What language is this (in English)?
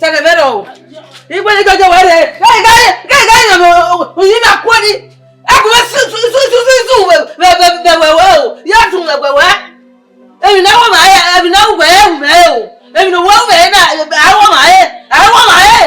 Bini